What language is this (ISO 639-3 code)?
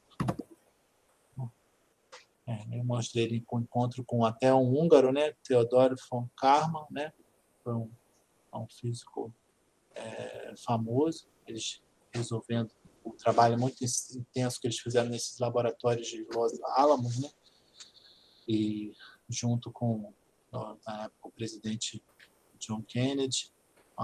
por